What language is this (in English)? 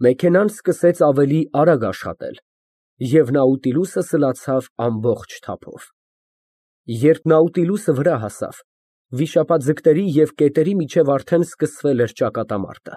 Armenian